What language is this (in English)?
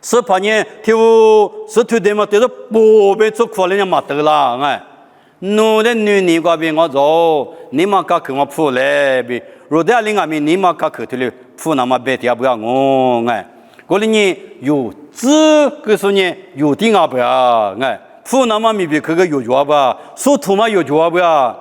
Lisu